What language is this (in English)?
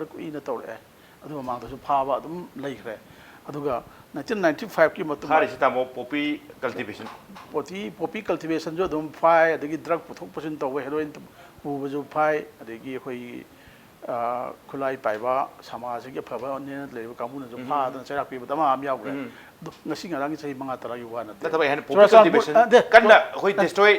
Manipuri